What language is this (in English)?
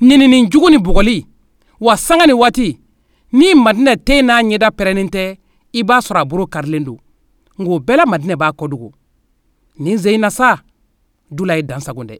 Bambara